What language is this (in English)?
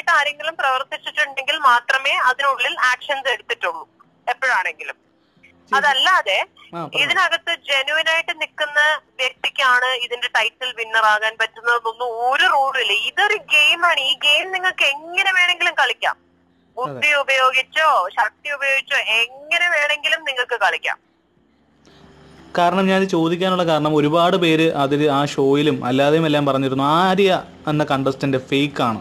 Malayalam